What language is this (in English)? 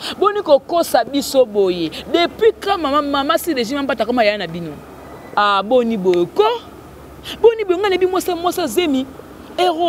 Lingala